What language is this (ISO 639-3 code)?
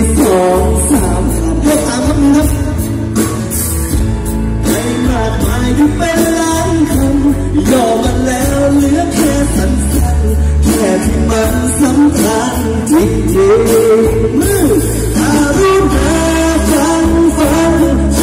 tha